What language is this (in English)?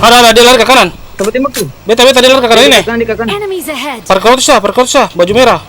Ambonese Malay